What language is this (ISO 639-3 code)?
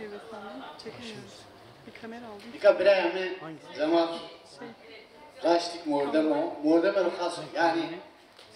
zza